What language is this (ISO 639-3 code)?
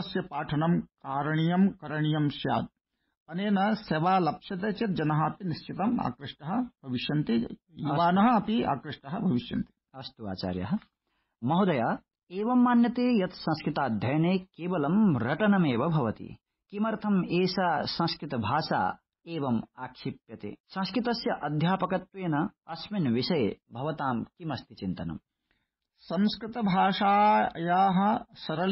san